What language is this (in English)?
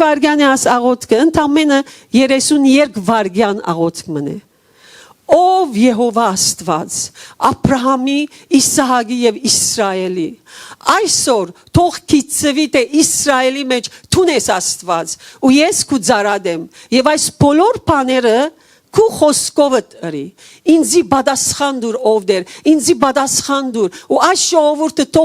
Western Armenian